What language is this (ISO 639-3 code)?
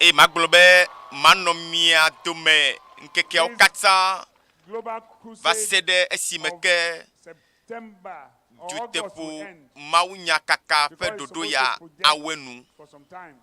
ewe